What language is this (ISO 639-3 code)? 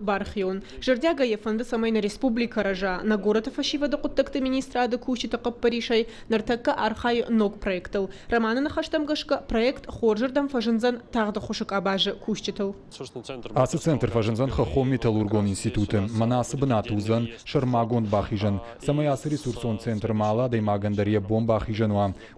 oss